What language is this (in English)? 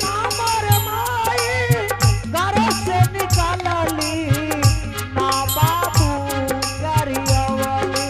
Angika